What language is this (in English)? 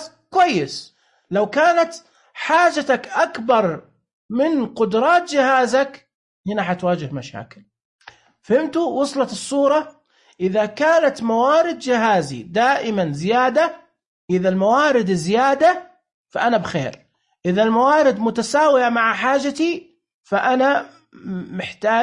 Najdi Arabic